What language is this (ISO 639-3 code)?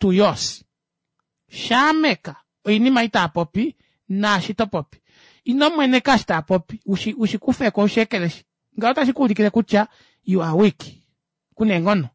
kua